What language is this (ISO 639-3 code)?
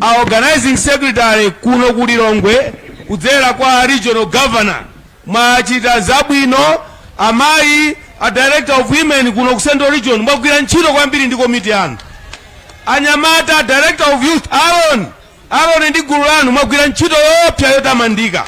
nya